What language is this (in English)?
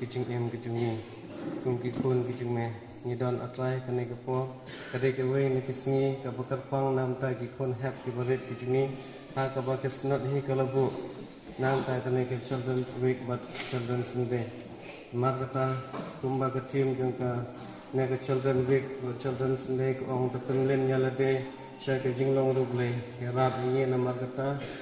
Khasi